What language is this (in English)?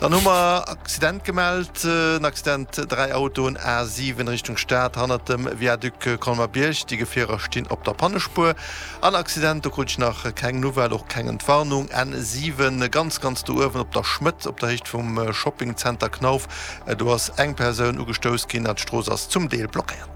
Luxembourgish